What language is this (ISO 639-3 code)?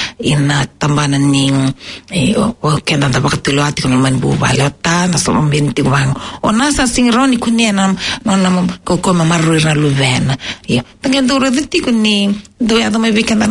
fij